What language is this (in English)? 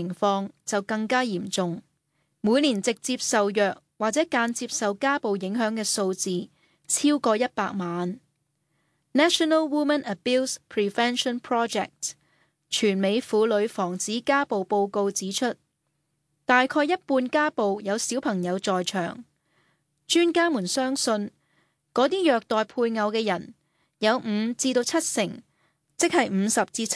Cantonese